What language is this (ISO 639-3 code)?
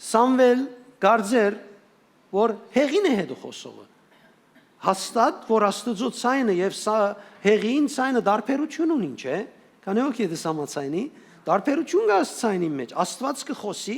hyw